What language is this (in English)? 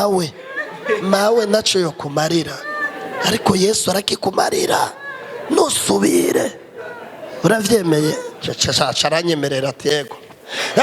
Rundi